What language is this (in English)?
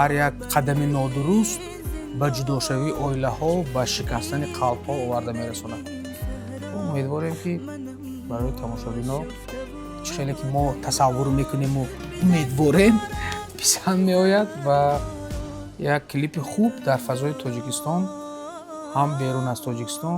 Tajik